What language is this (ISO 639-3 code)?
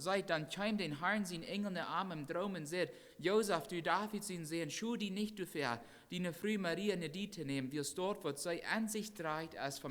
pdt